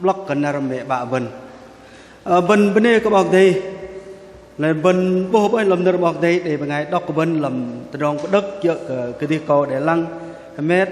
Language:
Bahnar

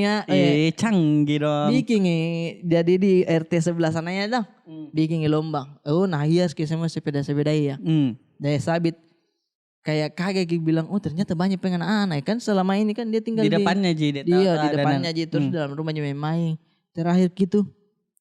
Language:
Makassar Malay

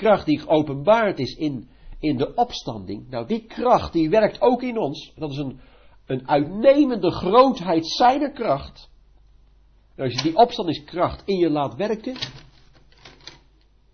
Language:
Dutch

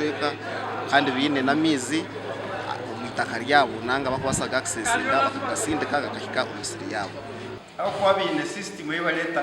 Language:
Nyankole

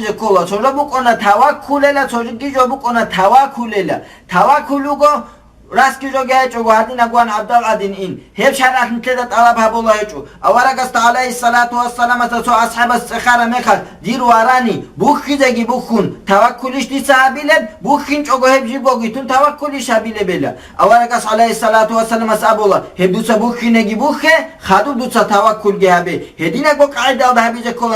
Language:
Avaric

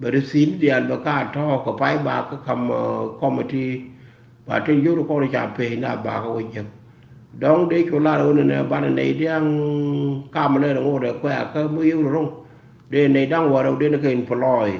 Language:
Nuer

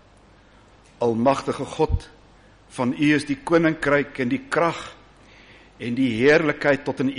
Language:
Afrikaans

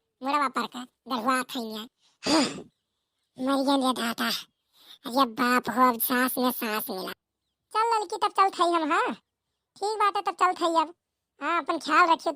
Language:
Awadhi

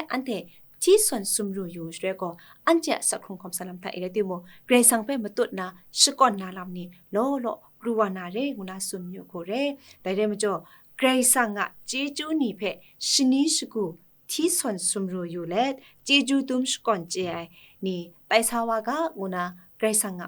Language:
Kachin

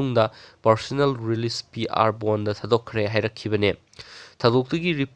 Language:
Manipuri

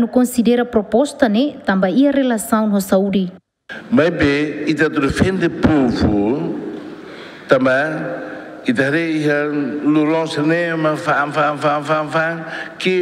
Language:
Tetum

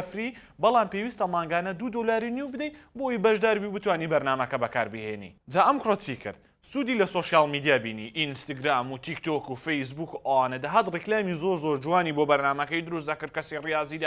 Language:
Central Kurdish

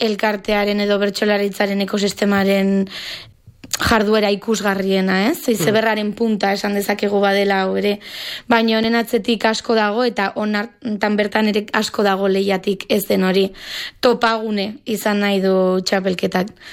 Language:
Basque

